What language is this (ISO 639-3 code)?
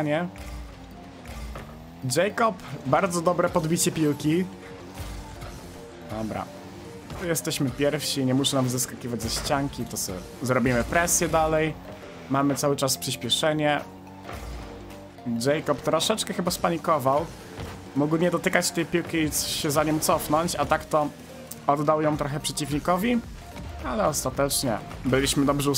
pol